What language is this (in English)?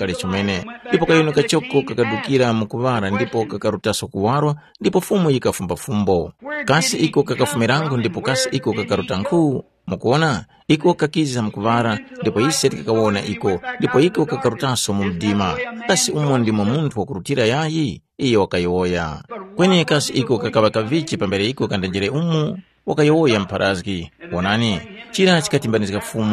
Tumbuka